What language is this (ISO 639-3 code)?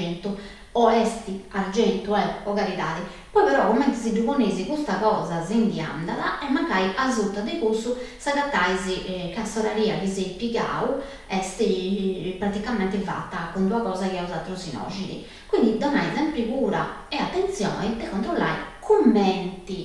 srd